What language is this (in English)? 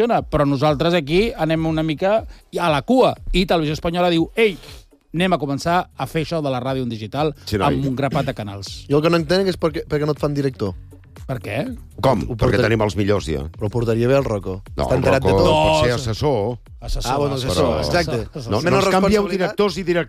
Catalan